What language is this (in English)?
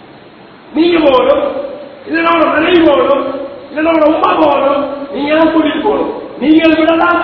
Tamil